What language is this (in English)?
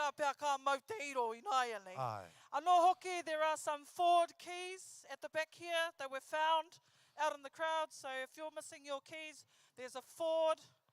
Māori